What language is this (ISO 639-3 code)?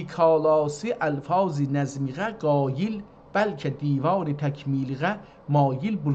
azb